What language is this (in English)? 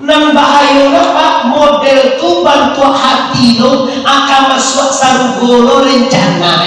Minangkabau